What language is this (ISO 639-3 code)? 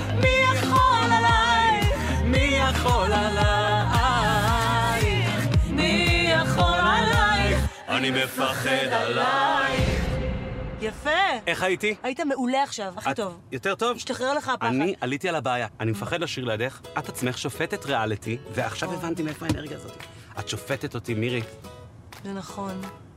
heb